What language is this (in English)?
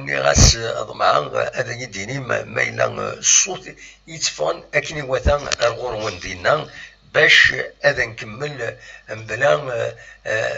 Kabyle